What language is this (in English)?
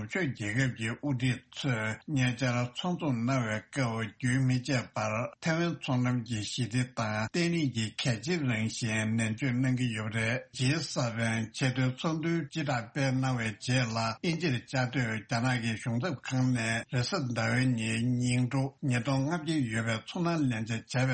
Tibetan